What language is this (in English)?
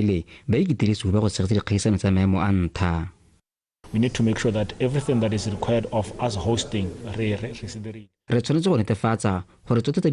Tswana